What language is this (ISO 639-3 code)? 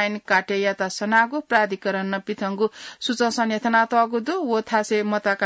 new